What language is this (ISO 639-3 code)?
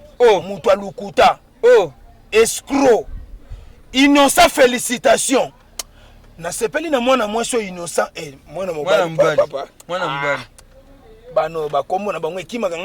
lin